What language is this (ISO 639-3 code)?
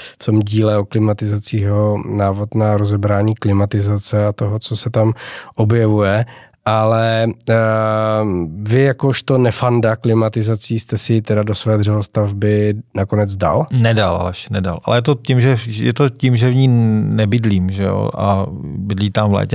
ces